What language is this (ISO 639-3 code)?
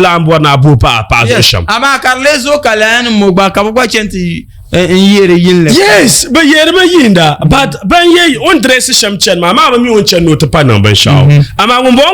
dag